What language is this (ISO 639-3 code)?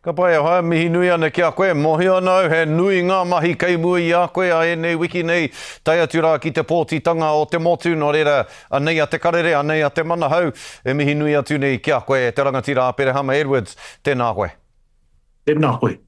mri